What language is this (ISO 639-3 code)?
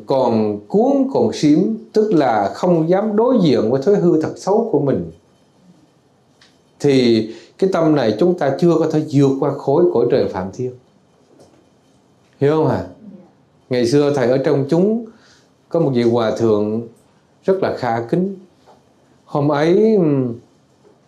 vie